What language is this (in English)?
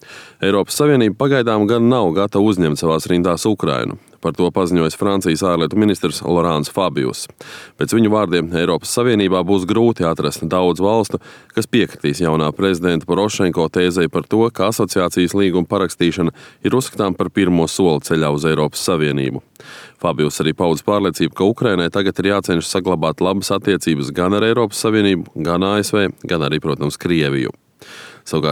Latvian